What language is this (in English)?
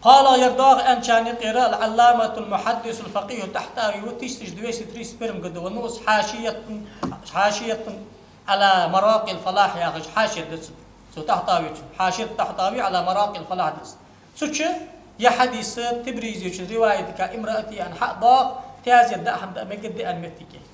Ingush